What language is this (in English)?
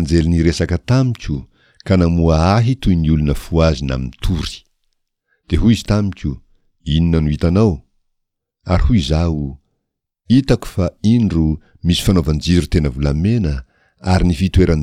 Malagasy